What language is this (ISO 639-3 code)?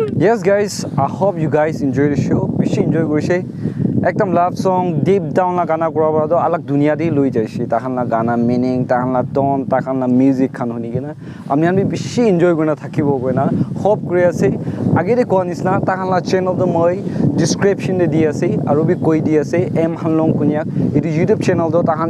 nag